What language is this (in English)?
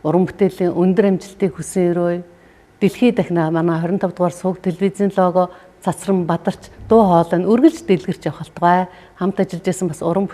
Mongolian